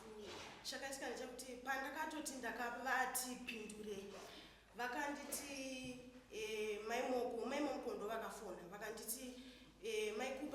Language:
Shona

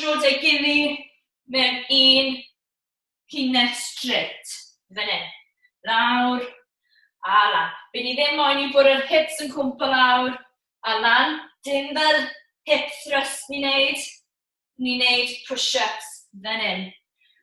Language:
Welsh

